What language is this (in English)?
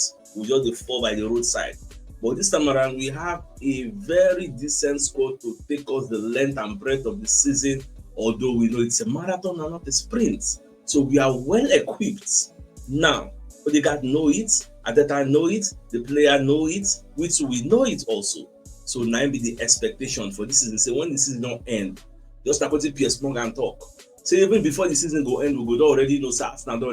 Nigerian Pidgin